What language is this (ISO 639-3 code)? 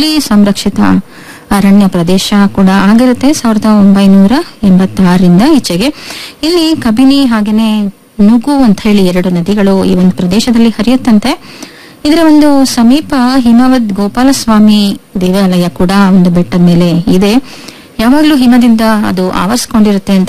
kan